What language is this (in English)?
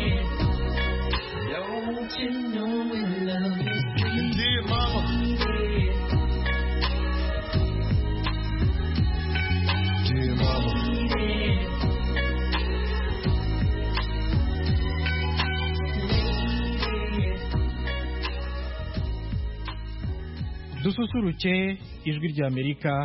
Kinyarwanda